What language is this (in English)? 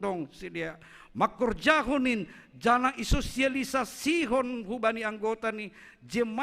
Batak Simalungun